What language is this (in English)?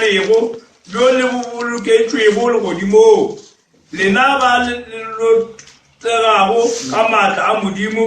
Northern Sotho